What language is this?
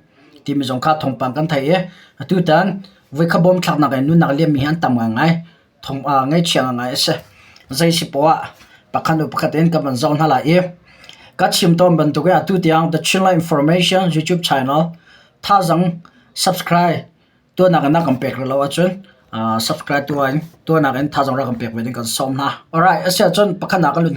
Hakha Chin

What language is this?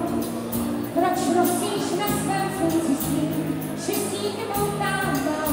Czech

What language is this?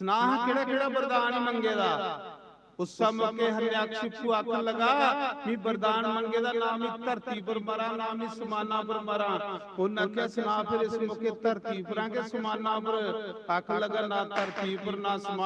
Dogri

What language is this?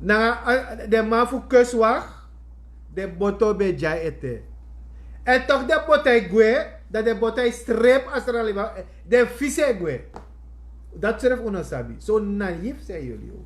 Sranan Tongo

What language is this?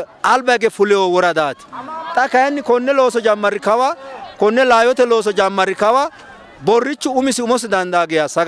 Sidamo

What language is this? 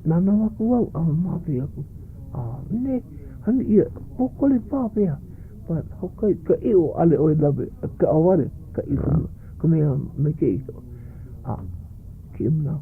Hawaiian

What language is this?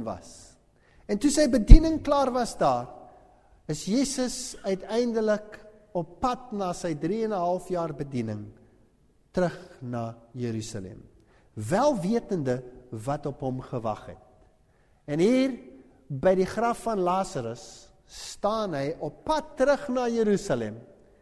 Afrikaans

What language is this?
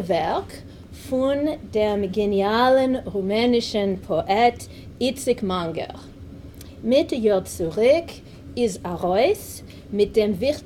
Yiddish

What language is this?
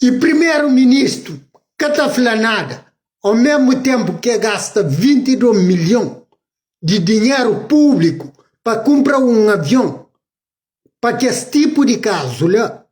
Kabuverdianu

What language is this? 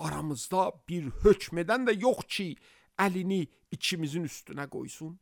Azerbaijani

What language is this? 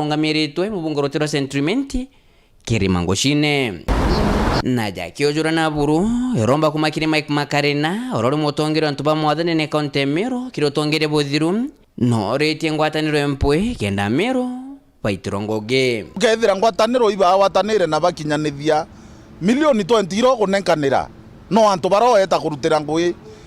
Meru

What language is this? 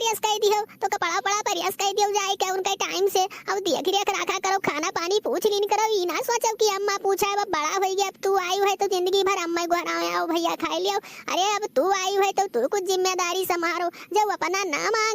Awadhi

